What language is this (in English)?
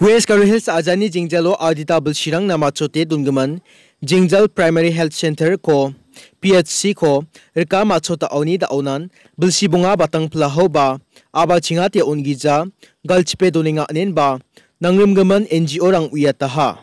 Garo